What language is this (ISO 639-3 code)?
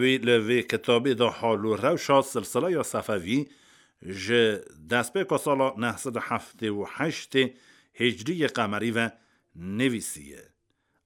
kur